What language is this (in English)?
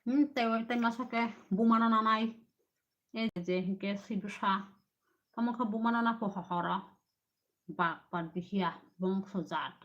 Kok Borok